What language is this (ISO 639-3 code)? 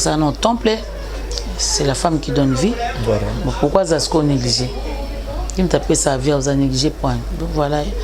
lin